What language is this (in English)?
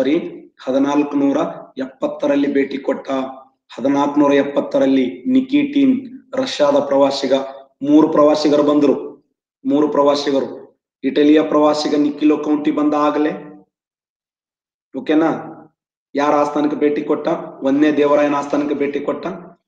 Kannada